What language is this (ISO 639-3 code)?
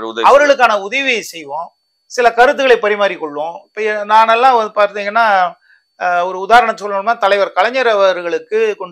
tam